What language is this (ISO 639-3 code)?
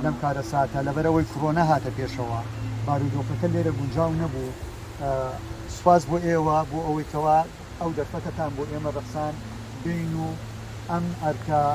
ckb